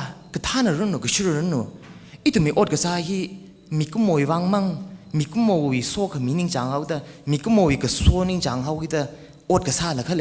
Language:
Tangkhul Naga (India)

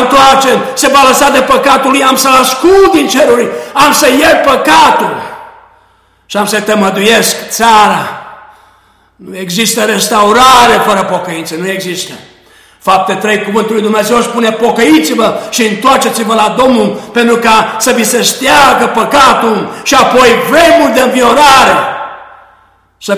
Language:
Romanian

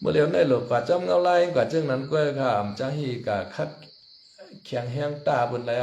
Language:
Shan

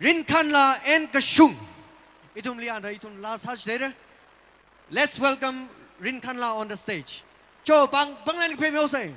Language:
Tangkhul Naga (India)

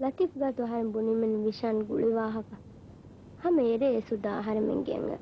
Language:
Divehi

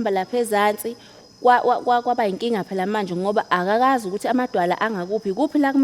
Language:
Zulu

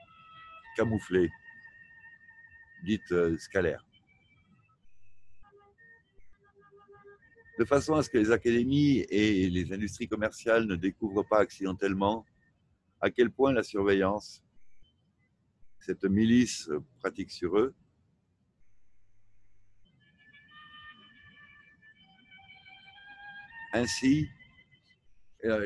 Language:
French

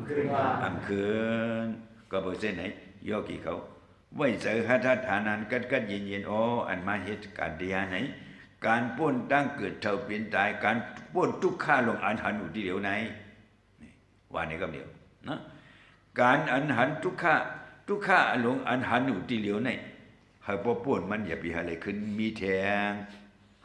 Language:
Shan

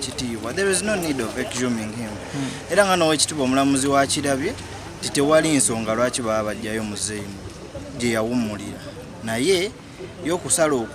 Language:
Ganda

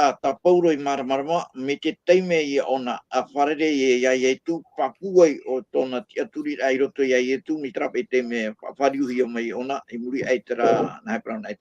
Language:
Tahitian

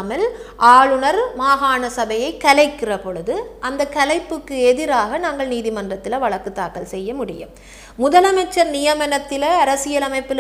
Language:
Tamil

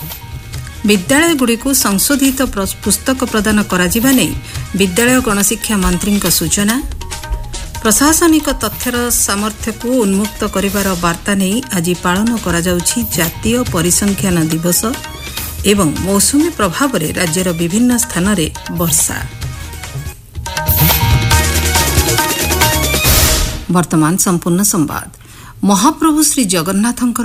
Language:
Odia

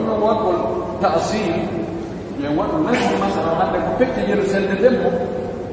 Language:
Pular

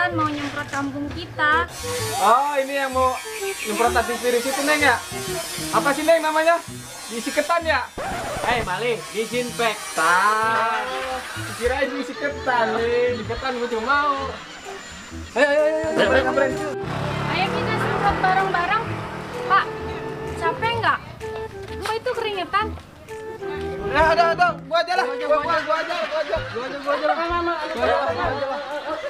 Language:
Indonesian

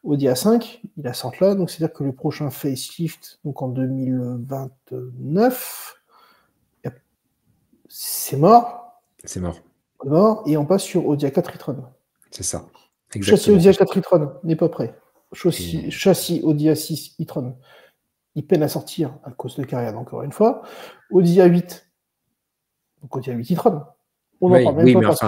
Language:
French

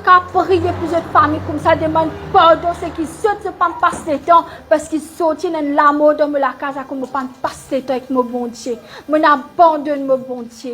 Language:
Morisyen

